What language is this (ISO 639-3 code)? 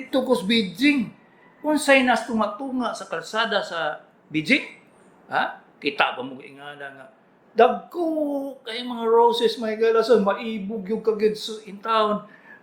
ceb